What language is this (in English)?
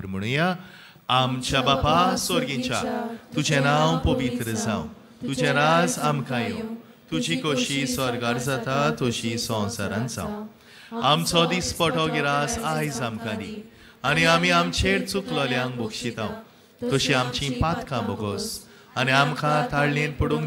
Konkani